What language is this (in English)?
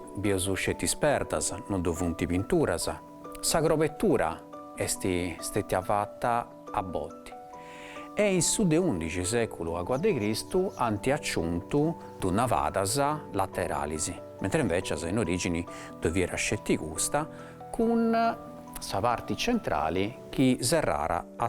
Sardinian